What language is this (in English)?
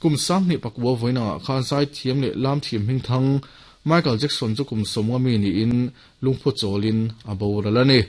Mizo